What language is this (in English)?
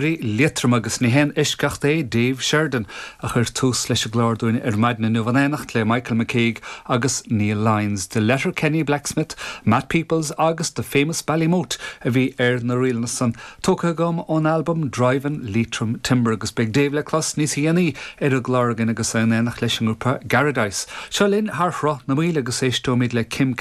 Irish